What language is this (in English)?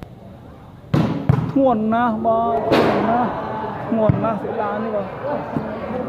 Vietnamese